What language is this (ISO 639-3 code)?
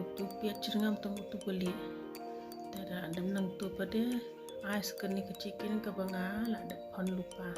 kha